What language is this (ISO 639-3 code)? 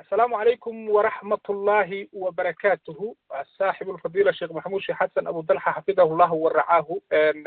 som